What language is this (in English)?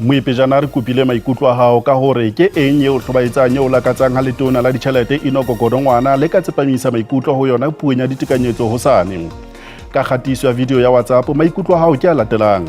Southern Sotho